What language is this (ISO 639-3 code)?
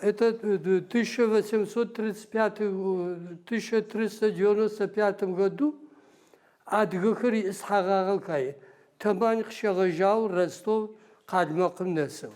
ady